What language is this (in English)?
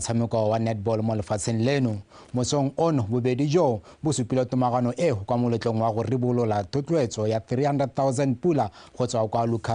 Tswana